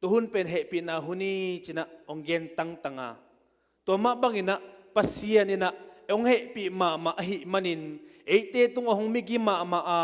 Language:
Tedim Chin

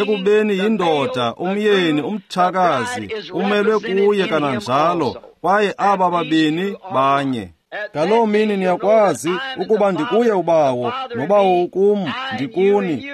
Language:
Xhosa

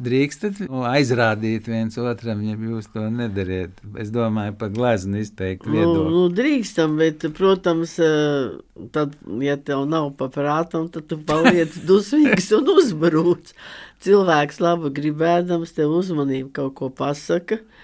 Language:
Latvian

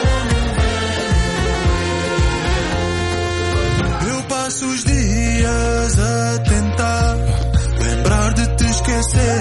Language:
Portuguese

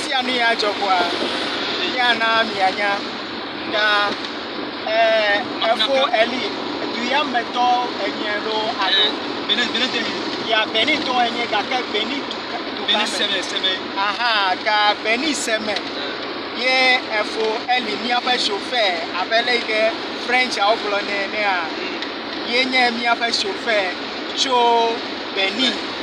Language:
Ewe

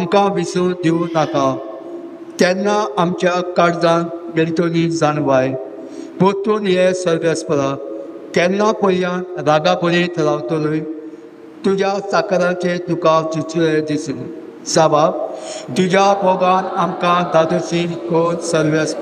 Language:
Konkani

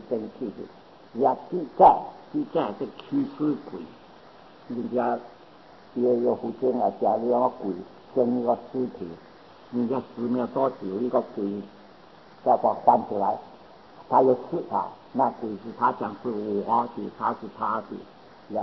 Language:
Chinese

